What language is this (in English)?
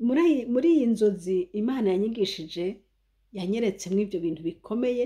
Rundi